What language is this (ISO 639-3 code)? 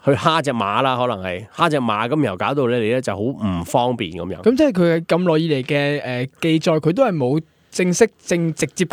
yue